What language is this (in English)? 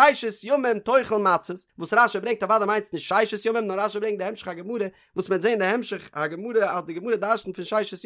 Yiddish